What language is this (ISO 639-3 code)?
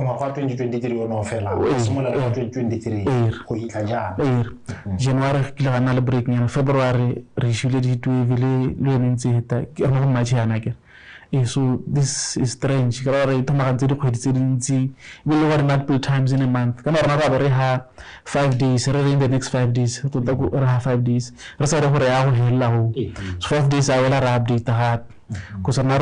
tsn